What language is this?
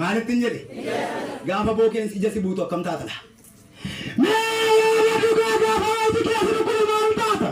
Oromo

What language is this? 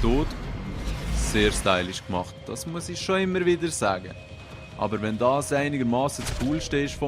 Swiss German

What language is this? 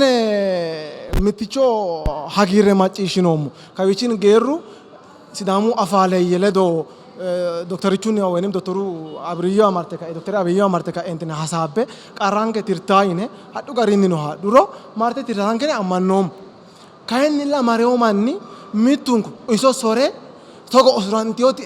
Sidamo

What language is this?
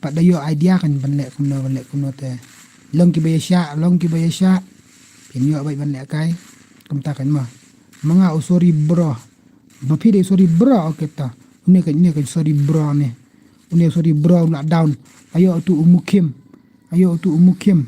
Khasi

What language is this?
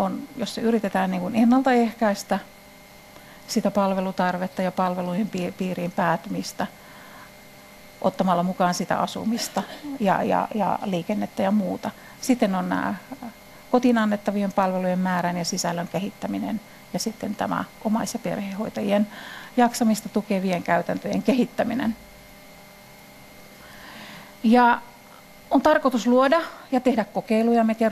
Finnish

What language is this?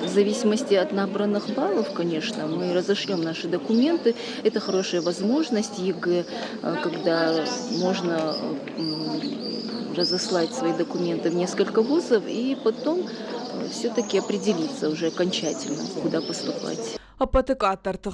Ossetic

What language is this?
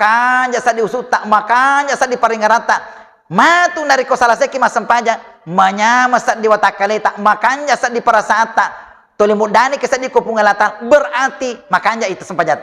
Buginese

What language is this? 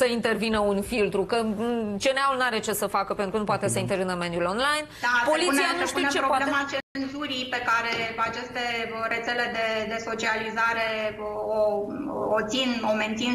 Romanian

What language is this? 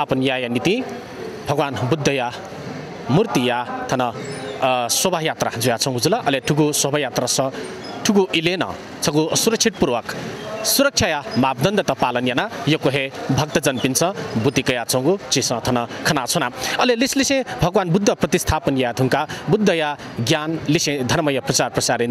Newari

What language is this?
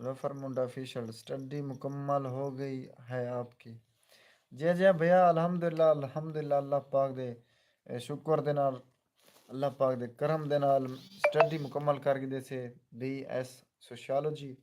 Saraiki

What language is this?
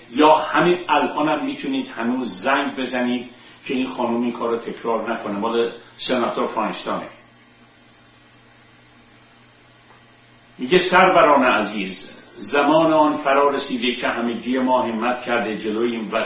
Persian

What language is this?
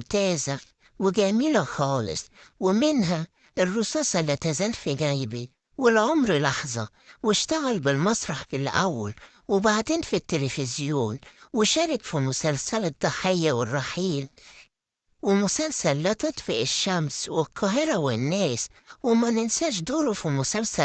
Egyptian Arabic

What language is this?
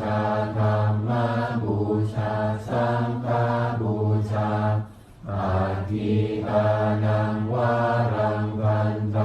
Pali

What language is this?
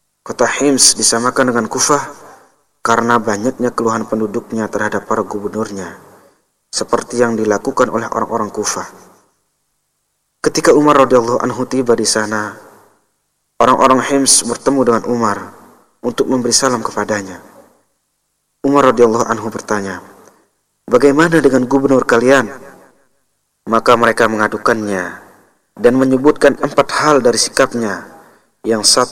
Indonesian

